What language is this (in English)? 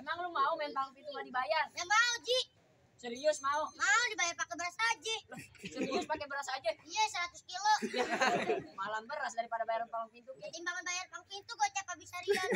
Betawi